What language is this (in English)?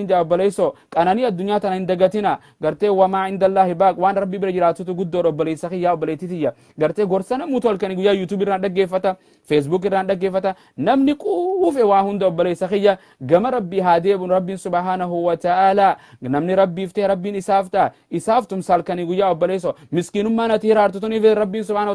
Oromo